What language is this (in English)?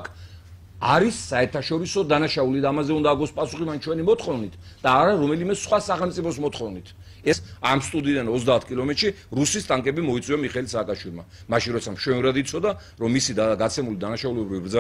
Georgian